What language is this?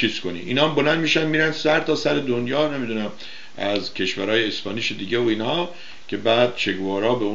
Persian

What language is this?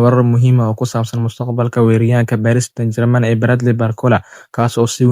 Somali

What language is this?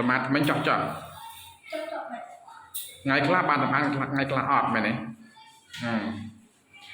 Khmer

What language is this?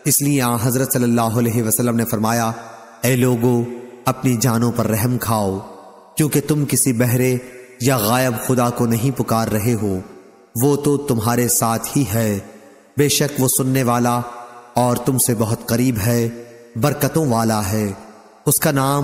Urdu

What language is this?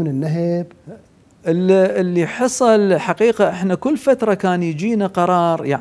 Mesopotamian Arabic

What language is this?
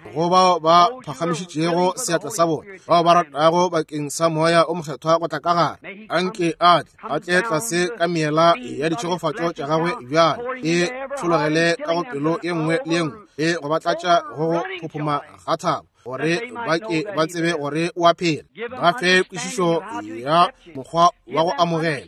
Northern Sotho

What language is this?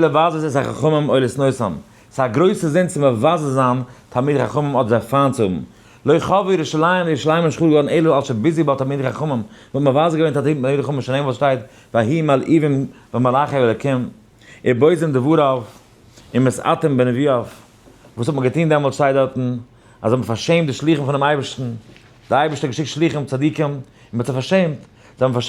Yiddish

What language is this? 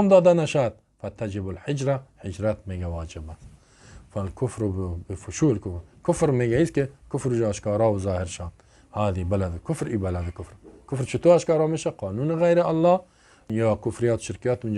Persian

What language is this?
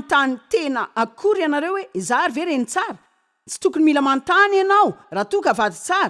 Malagasy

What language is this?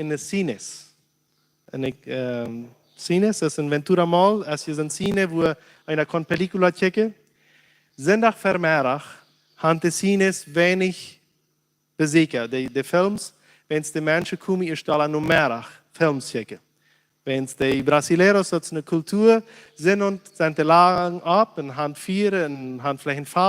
Plautdietsch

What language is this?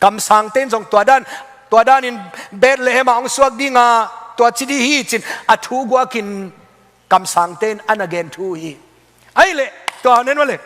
Tedim Chin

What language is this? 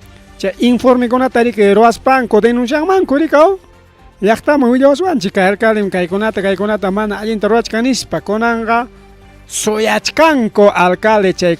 Ayacucho Quechua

